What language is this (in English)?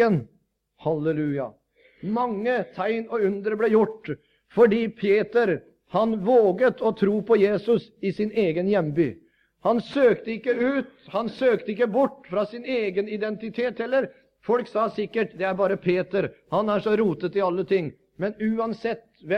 Norwegian